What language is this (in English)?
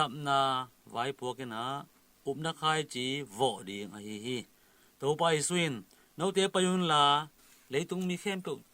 Tedim Chin